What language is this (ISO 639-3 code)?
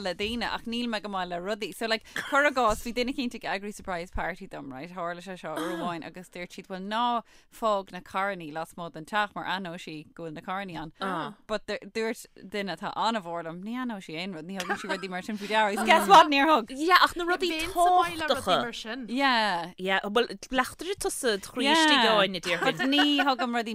gle